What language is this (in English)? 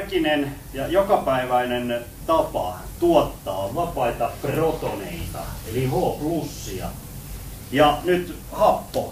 Finnish